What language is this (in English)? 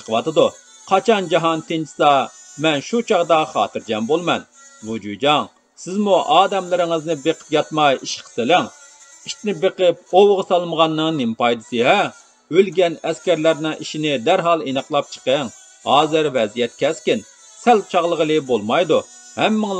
Uyghur